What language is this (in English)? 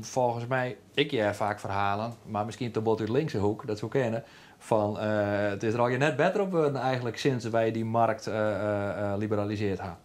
Western Frisian